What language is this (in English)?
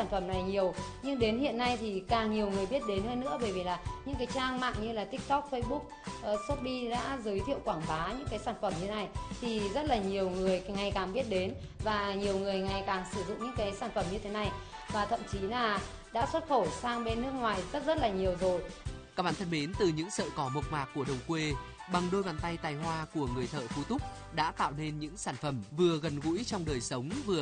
Vietnamese